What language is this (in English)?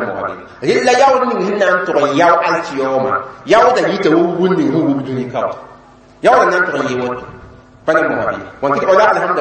Mossi